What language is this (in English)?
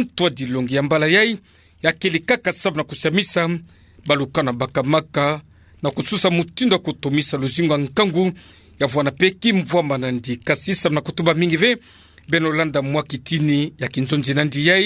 Kituba (Democratic Republic of Congo)